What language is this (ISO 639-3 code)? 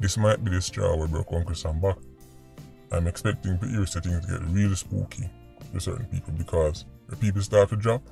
jam